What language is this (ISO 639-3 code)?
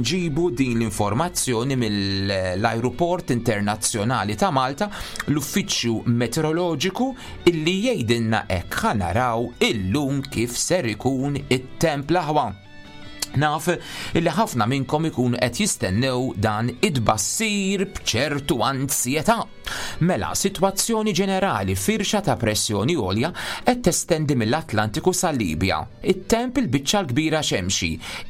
mlt